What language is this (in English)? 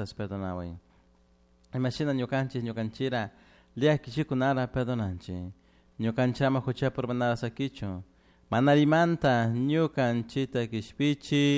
Chimborazo Highland Quichua